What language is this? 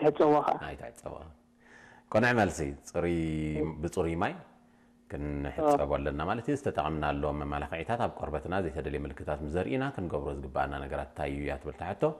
Tigrinya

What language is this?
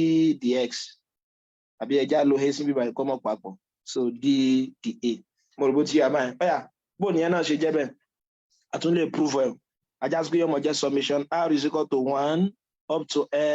Yoruba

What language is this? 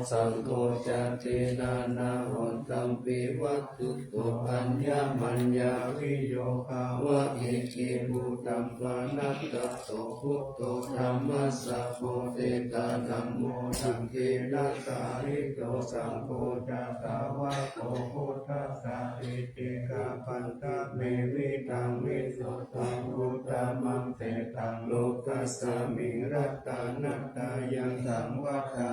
Pali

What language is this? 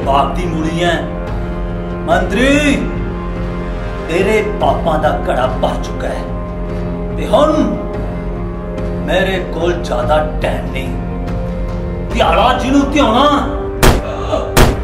Punjabi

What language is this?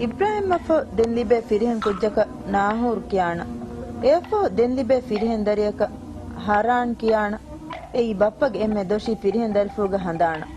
Divehi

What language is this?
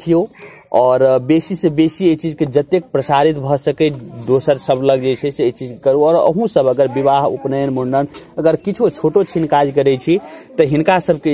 Maithili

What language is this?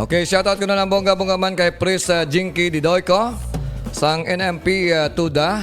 Hiligaynon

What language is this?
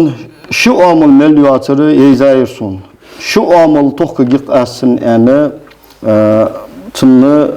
Ingush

